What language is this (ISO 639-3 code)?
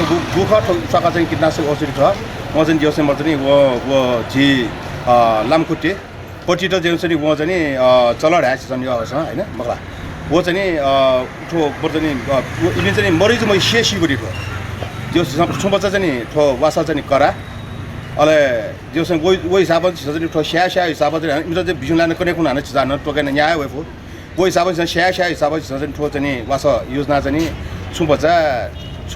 new